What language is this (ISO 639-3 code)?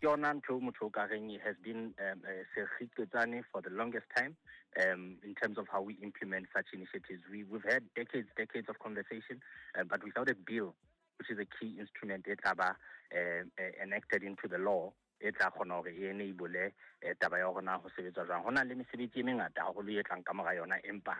sot